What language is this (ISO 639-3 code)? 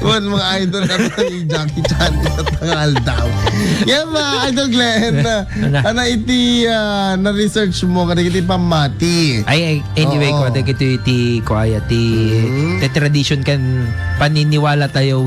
ilo